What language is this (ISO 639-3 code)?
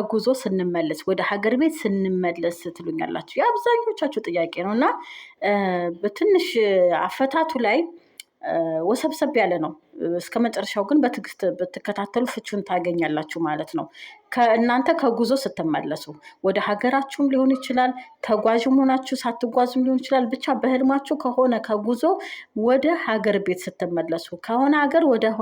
amh